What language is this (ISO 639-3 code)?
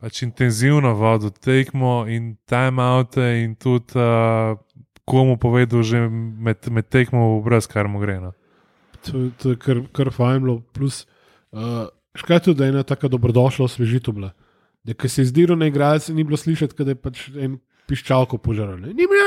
slv